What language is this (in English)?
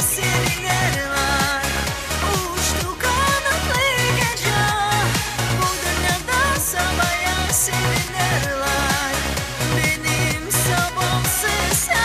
Gagauz